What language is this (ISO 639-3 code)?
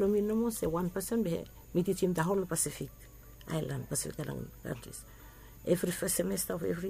bis